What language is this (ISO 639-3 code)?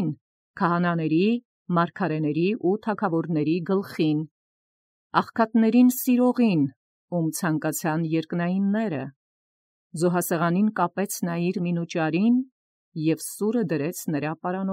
hye